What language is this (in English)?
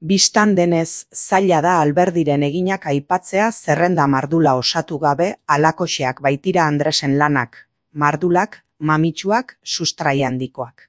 Basque